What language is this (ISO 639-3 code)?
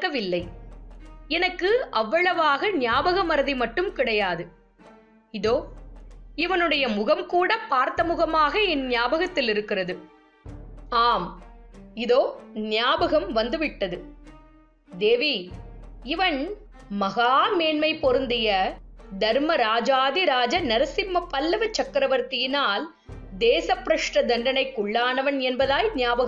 tam